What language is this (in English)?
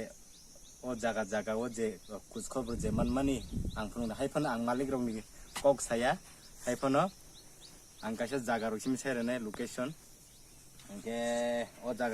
Kok Borok